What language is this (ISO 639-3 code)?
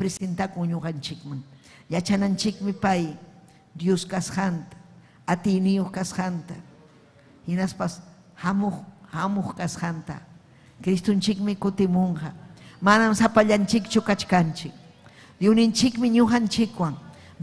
quy